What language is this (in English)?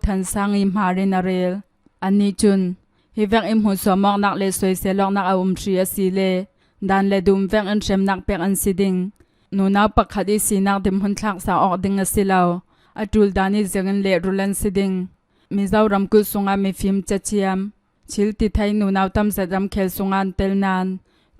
Hakha Chin